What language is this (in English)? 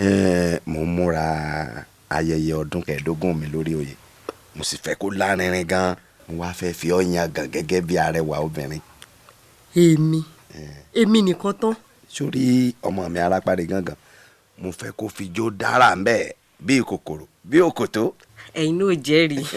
Yoruba